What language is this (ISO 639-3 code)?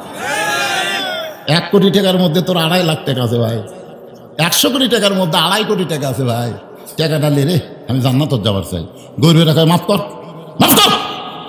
ben